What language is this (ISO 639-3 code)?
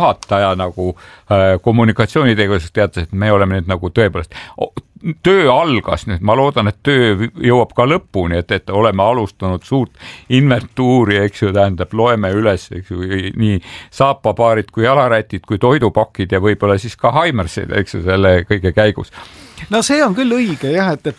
est